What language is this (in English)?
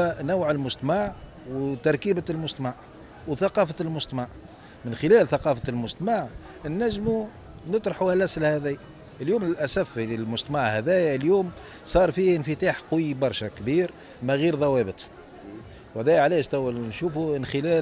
Tunisian Arabic